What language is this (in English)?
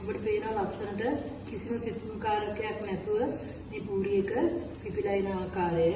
Sinhala